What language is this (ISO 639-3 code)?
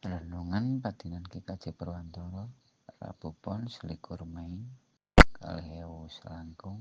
jav